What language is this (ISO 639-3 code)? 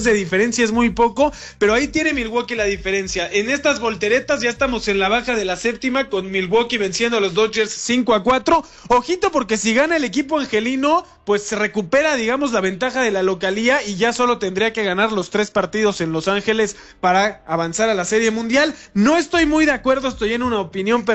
spa